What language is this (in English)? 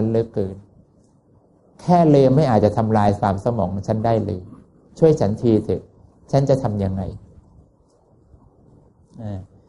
Thai